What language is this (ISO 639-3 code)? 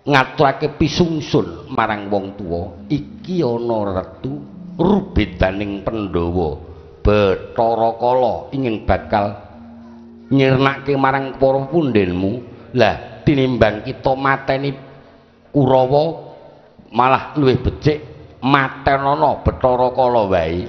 jav